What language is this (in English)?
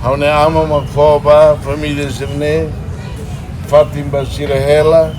Tetum